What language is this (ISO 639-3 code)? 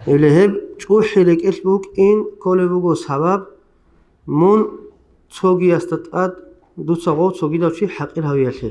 ava